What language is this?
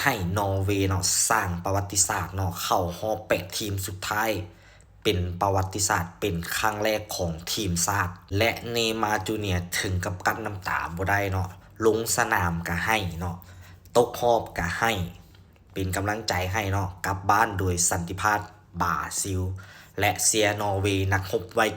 Lao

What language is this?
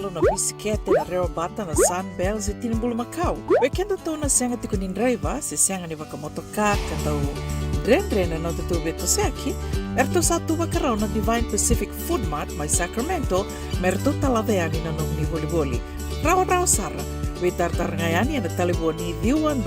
Fijian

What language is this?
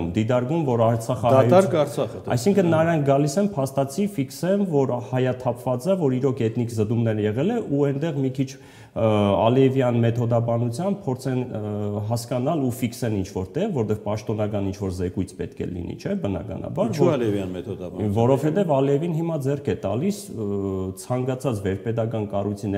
Armenian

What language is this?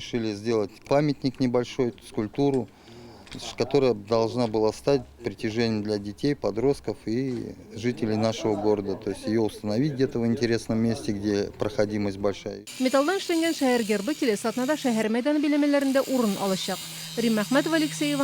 Tatar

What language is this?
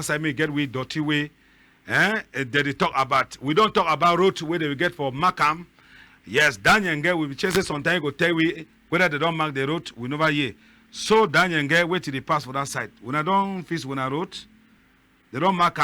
Cameroon Pidgin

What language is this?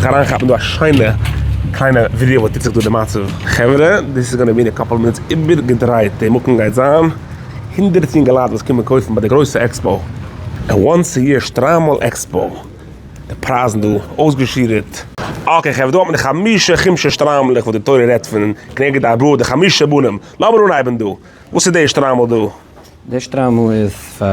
Yiddish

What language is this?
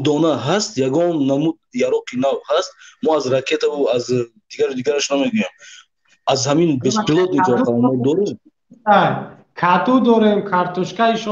Tajik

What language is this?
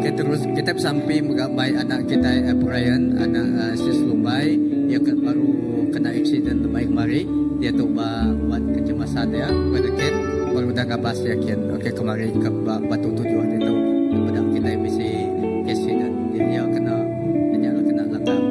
Iban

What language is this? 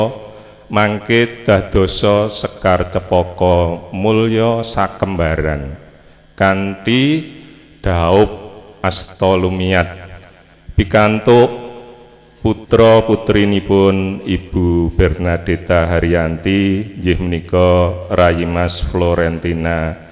Javanese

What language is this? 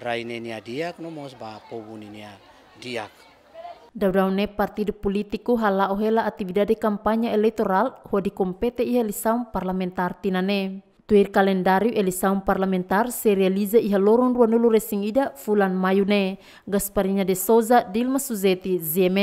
Tetum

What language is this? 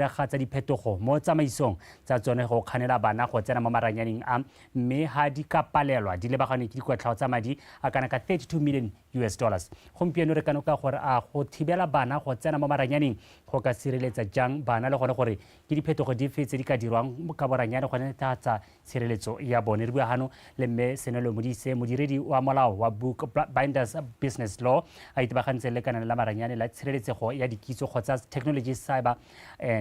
Tswana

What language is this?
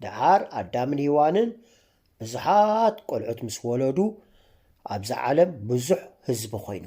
Tigrinya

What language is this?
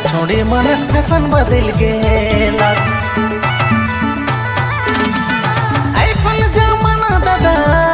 Sadri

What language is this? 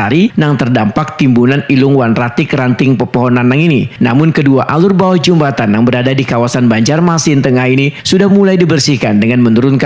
Banjar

